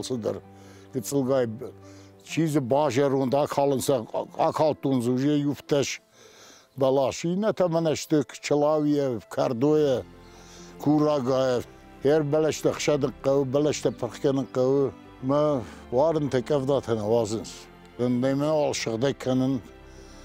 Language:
Ossetic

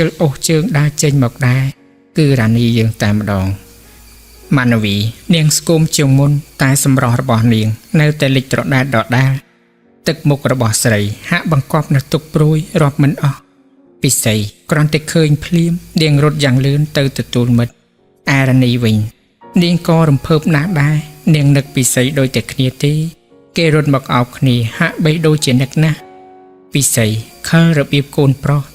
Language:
Khmer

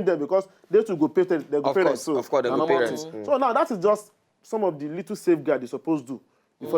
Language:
Nigerian Pidgin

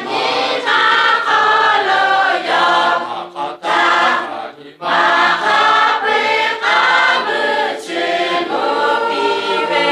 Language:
Lahu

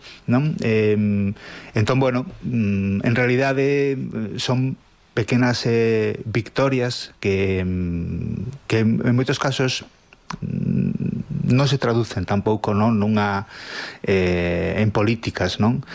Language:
Galician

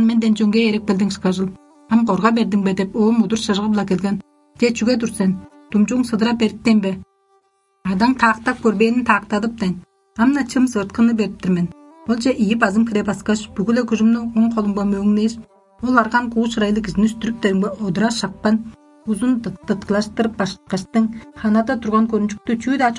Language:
Tuvinian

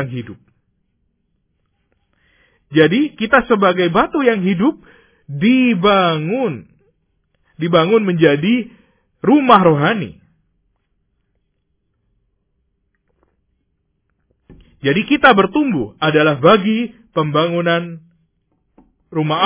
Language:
Indonesian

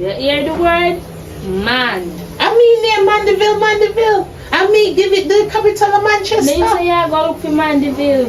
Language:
Jamaican Creole English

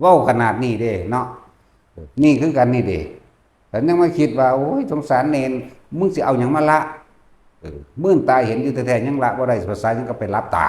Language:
Northeastern Thai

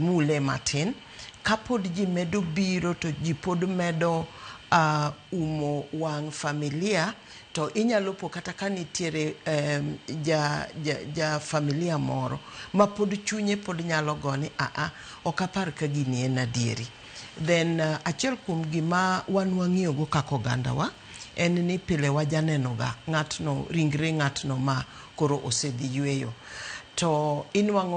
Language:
Luo (Kenya and Tanzania)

